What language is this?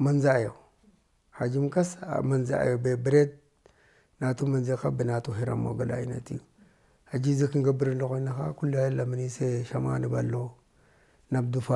Tigrinya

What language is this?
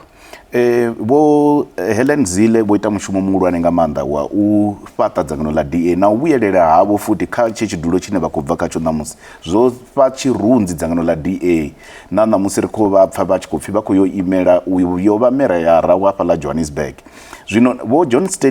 Venda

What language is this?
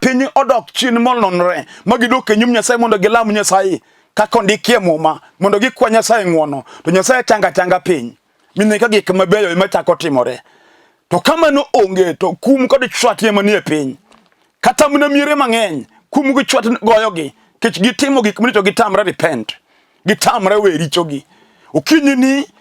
Luo (Kenya and Tanzania)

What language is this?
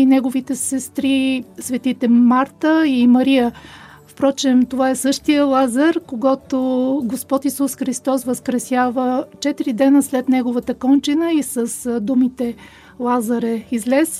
Bulgarian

